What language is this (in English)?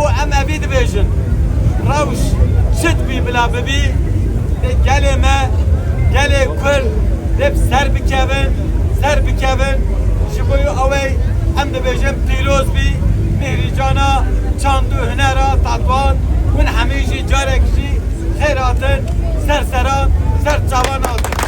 Kurdish